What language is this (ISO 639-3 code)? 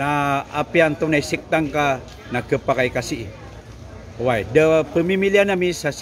mrw